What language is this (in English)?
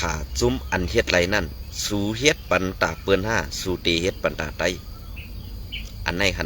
Shan